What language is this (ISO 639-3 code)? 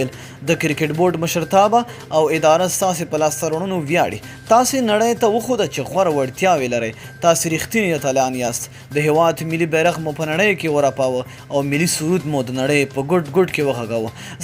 pus